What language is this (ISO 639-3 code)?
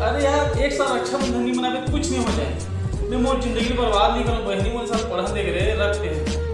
hne